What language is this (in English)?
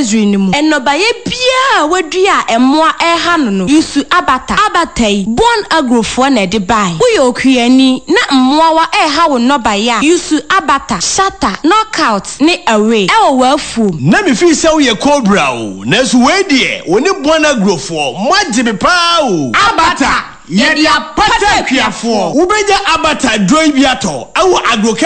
Akan